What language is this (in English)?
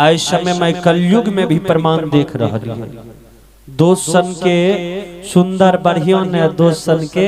Maithili